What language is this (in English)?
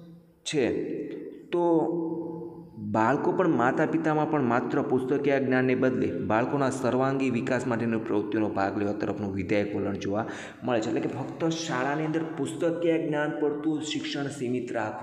Gujarati